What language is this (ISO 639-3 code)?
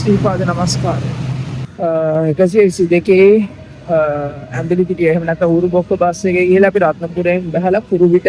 sin